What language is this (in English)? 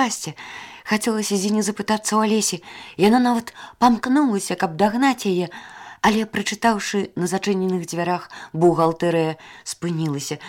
Belarusian